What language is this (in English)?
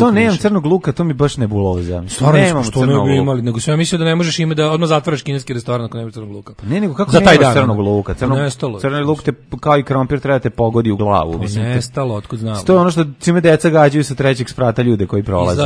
Serbian